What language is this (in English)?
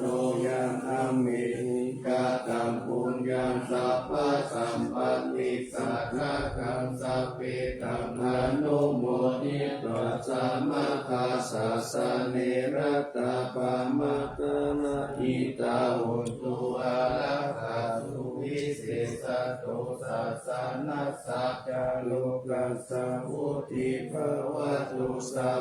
Pali